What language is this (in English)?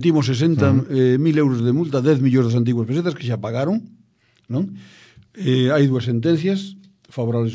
Galician